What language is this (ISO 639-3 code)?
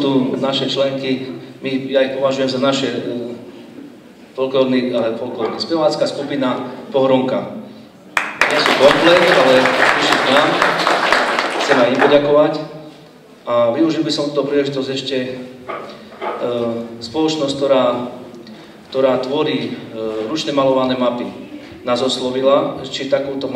slk